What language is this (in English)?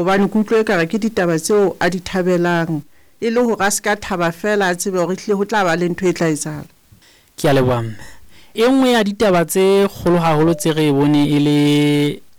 Southern Sotho